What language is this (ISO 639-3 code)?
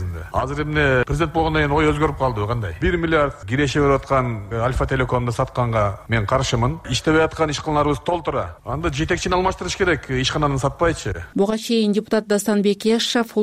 kir